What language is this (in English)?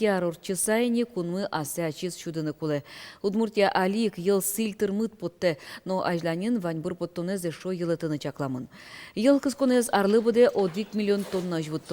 Udmurt